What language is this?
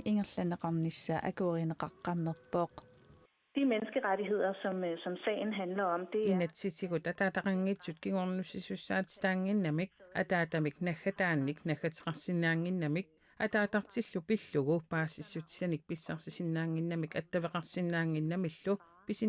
Kalaallisut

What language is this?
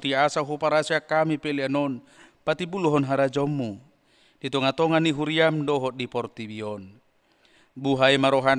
Batak Toba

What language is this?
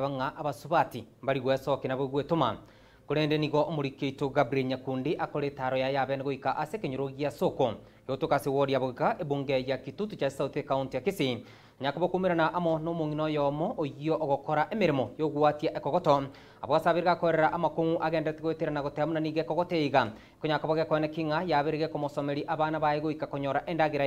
Gusii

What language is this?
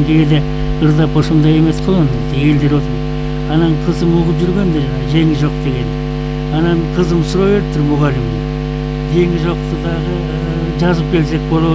Kyrgyz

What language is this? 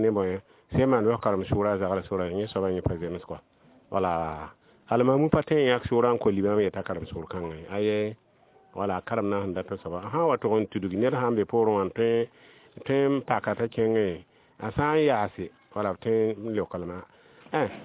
Mossi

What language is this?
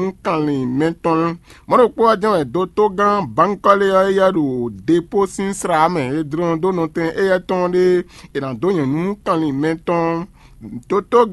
Fon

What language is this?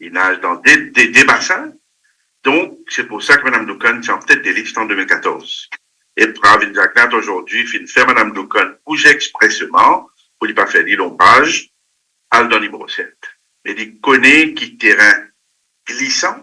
Morisyen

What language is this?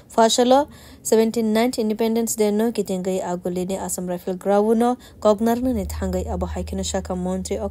Kok Borok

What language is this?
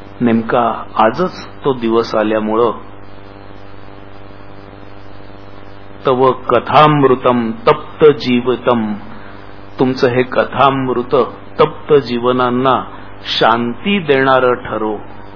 Marathi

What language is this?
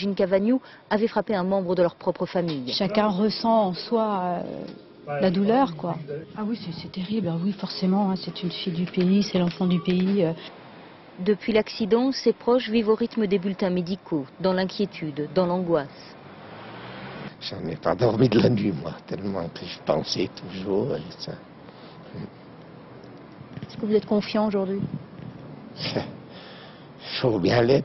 French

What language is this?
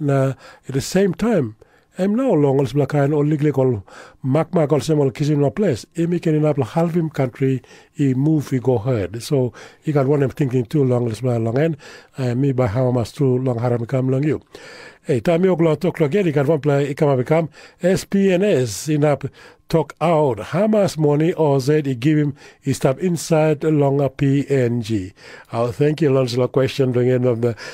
Tok Pisin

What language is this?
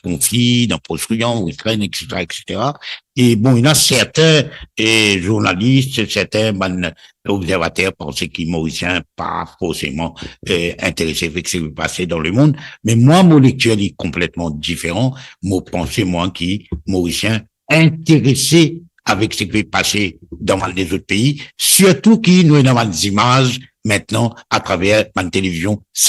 Morisyen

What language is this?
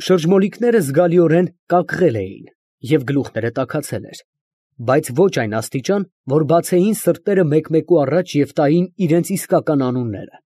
Armenian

